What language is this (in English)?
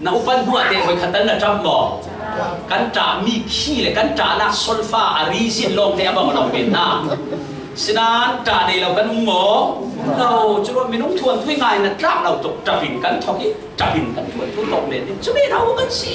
Falam Chin